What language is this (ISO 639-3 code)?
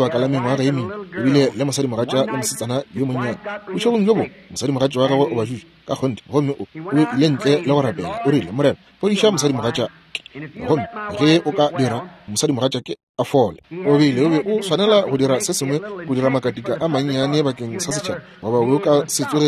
nso